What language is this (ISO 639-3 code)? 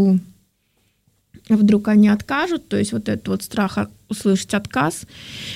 rus